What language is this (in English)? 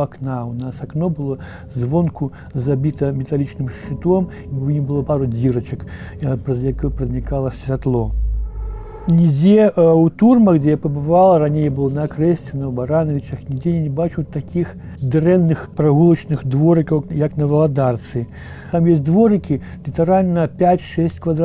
Belarusian